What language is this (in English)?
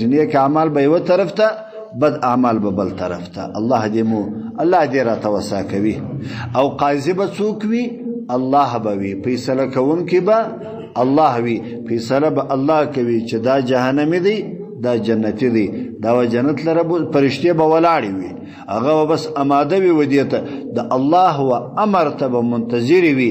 Pashto